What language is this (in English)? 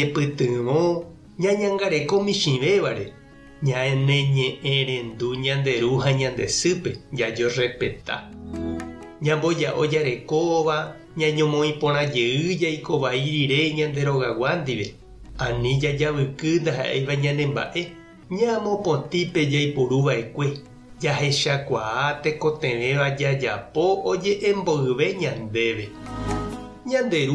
Guarani